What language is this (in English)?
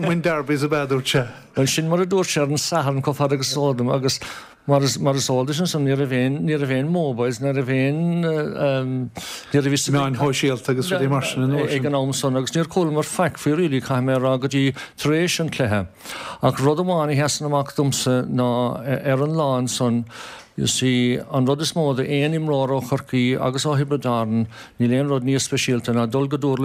Irish